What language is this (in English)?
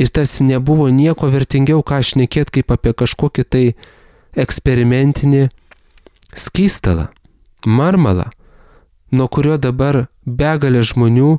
Lithuanian